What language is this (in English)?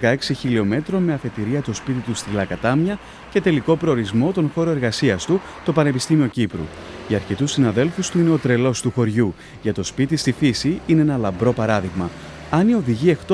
Greek